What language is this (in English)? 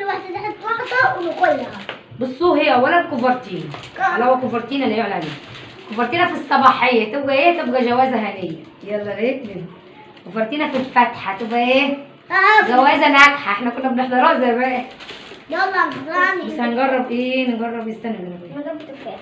Egyptian Arabic